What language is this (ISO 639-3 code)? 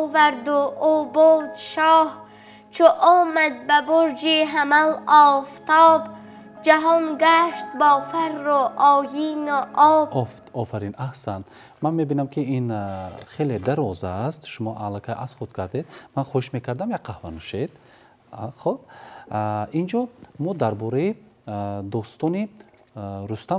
tgk